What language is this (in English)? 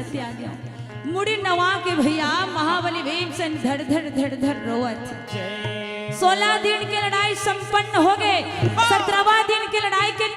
Chhattisgarhi